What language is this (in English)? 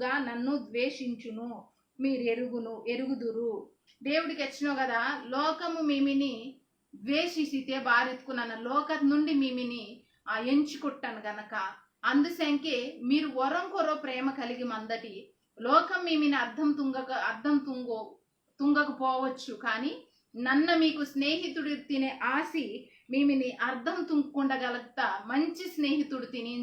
Koya